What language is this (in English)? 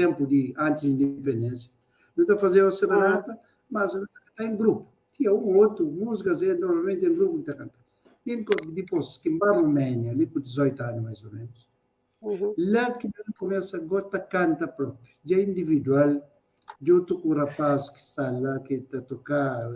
Kabuverdianu